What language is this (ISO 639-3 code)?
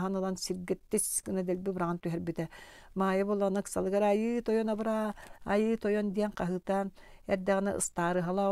sah